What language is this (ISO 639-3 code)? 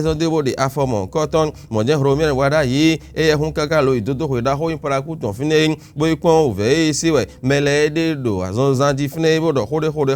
fon